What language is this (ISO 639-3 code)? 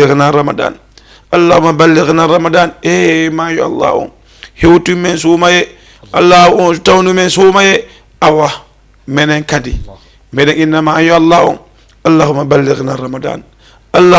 ful